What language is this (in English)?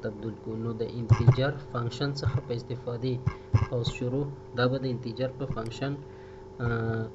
Pashto